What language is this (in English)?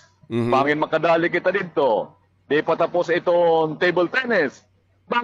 Waray